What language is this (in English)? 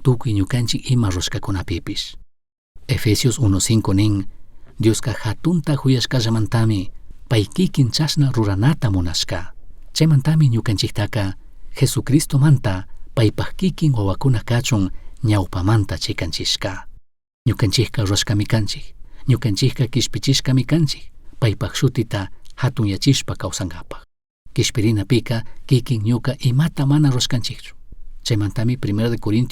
Chimborazo Highland Quichua